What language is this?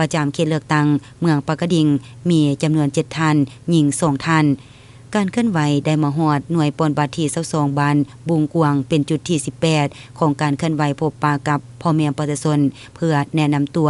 Lao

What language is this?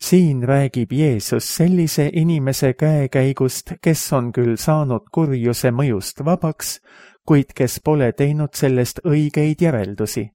Estonian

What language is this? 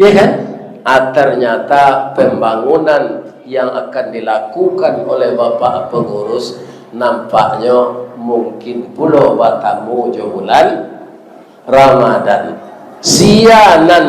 Minangkabau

